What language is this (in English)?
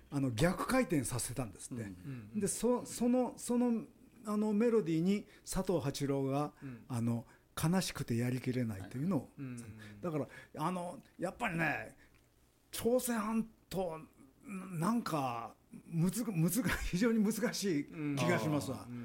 Japanese